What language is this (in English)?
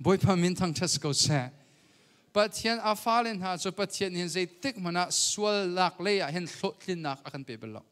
Hakha Chin